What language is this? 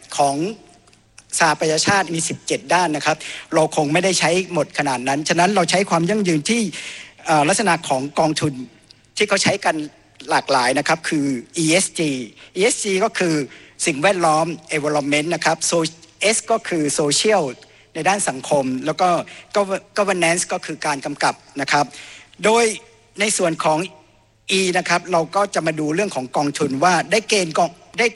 Thai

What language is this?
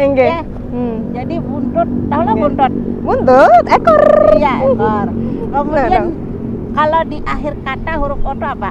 Banjar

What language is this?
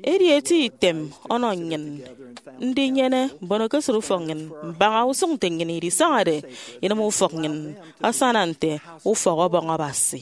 Efik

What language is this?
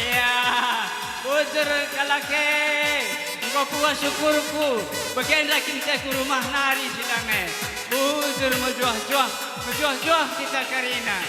Batak Karo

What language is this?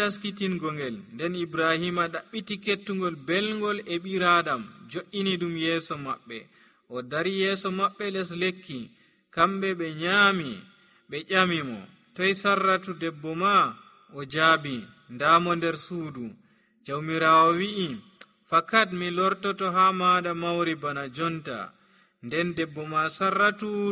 Nigerian Fulfulde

